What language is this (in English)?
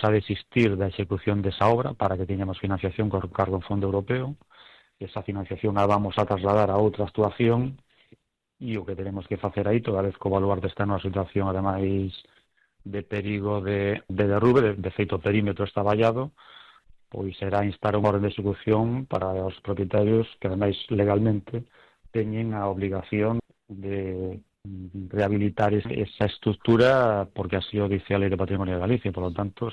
Galician